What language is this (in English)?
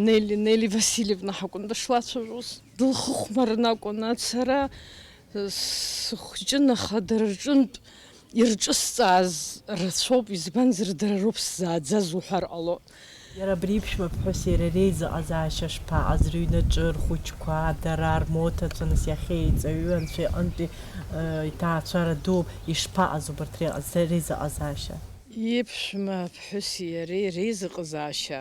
Abkhazian